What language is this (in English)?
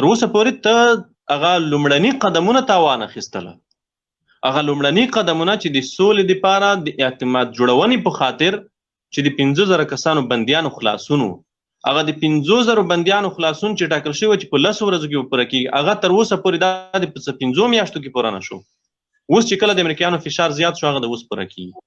Pashto